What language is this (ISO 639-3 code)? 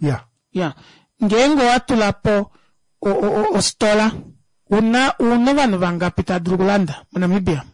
kua